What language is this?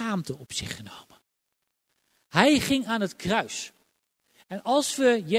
Dutch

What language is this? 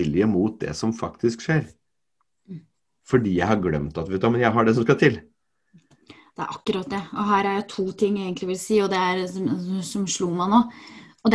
Norwegian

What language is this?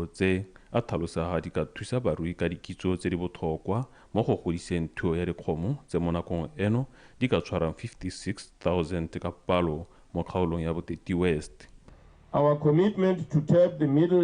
Tswana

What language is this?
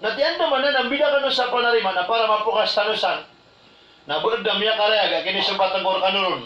Maranao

